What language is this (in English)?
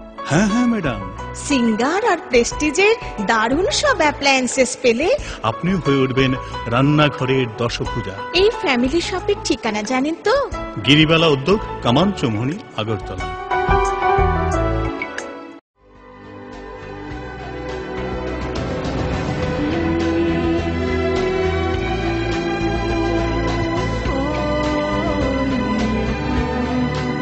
Bangla